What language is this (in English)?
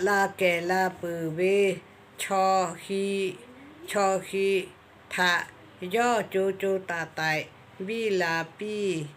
Lahu